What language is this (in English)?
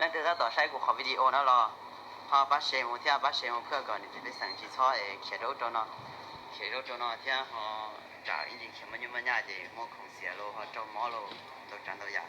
Hmong